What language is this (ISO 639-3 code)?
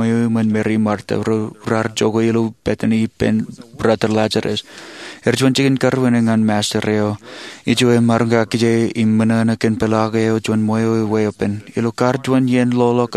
mah